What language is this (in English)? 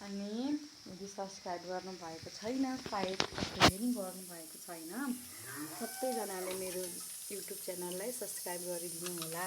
Nepali